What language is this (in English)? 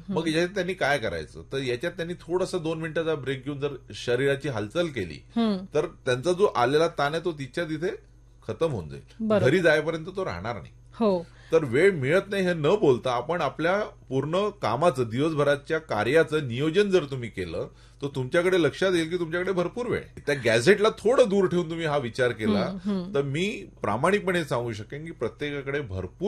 Marathi